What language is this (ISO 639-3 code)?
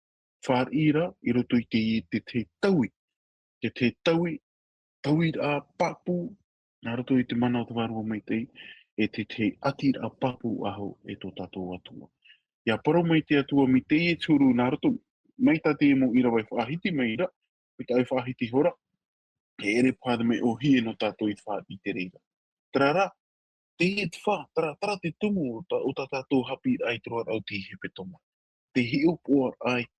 tah